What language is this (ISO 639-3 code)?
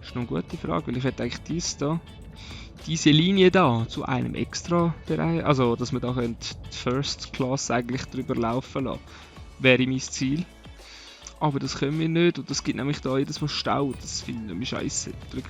gsw